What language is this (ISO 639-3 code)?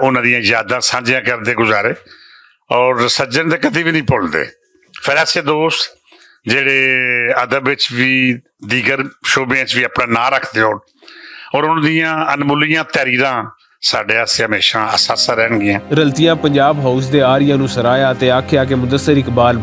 lah